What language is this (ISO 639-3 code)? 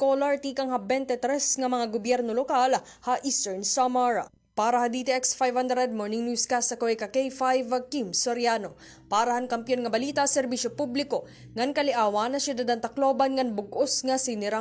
war